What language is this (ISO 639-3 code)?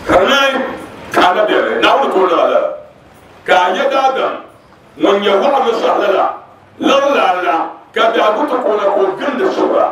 dag